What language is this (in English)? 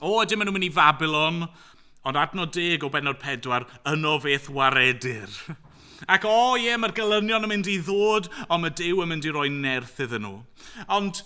Welsh